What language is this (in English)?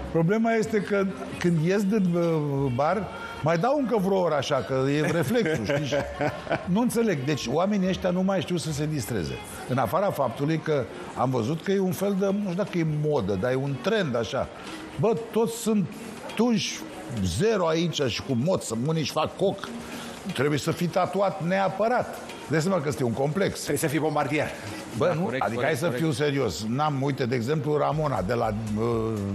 Romanian